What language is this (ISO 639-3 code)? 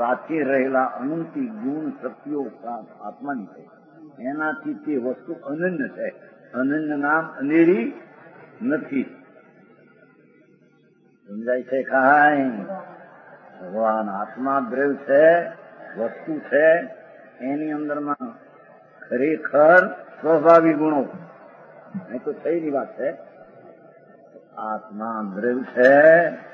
guj